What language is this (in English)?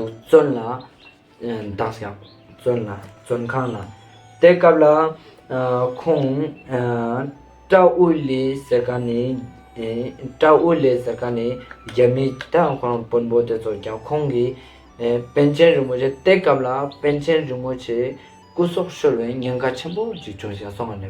Ladakhi